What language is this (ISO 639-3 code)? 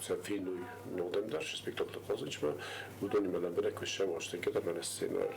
oss